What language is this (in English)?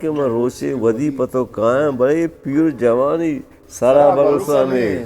Eastern Balochi